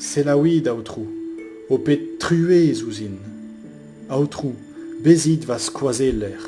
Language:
Breton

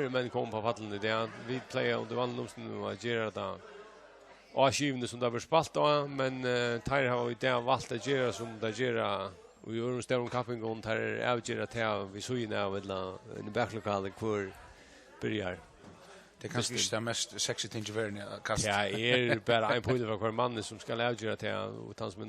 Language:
Faroese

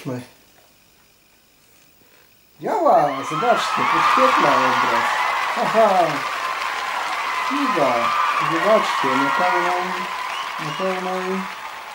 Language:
Polish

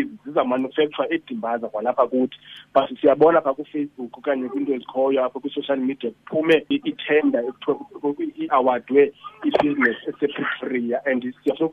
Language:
Xhosa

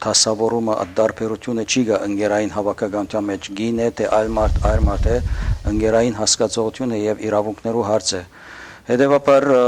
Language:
Western Armenian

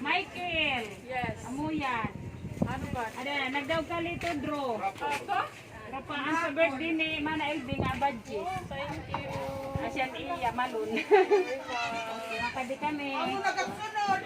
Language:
Waray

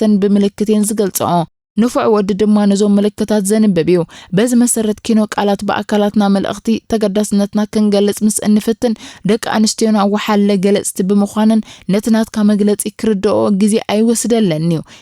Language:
Tigrinya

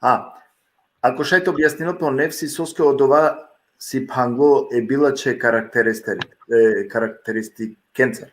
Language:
Balkan Romani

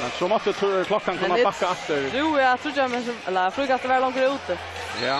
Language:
Faroese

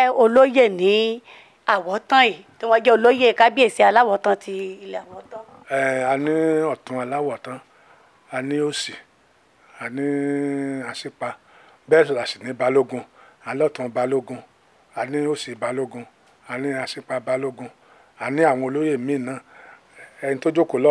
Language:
Yoruba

